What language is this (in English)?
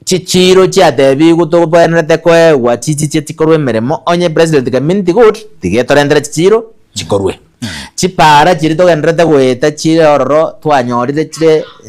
Gusii